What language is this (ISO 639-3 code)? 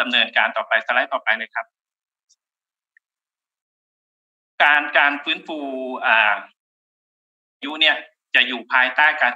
tha